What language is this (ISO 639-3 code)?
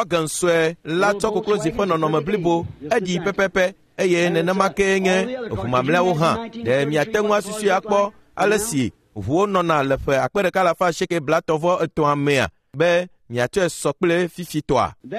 ewe